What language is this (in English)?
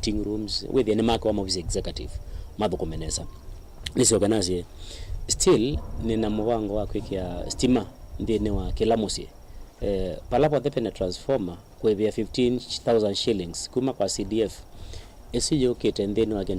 Kamba